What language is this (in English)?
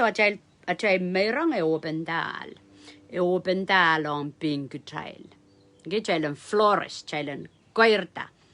Pohnpeian